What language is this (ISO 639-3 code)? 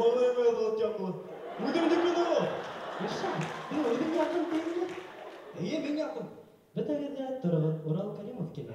bak